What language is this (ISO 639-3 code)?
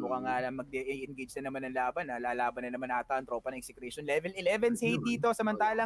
fil